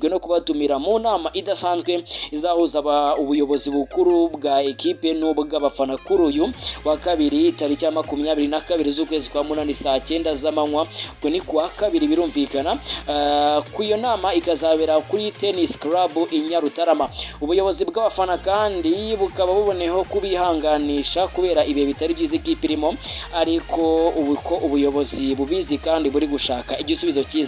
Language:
Kinyarwanda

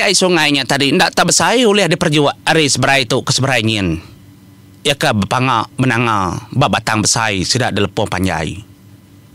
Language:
Iban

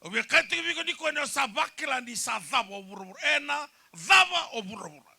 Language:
Fijian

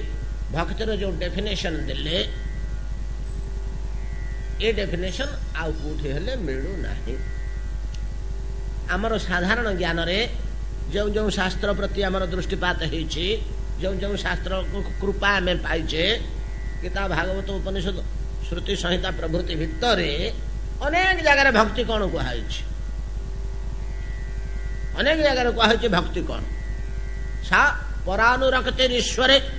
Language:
Odia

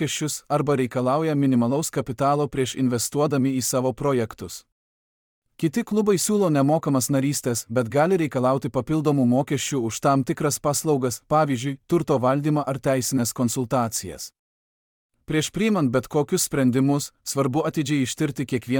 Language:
Lithuanian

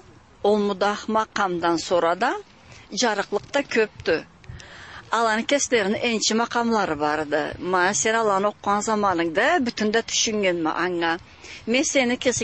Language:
Karachay-Balkar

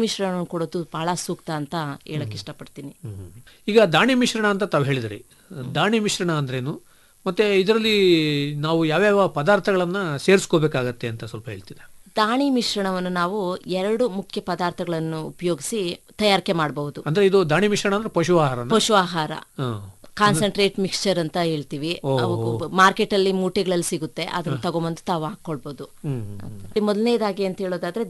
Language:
Kannada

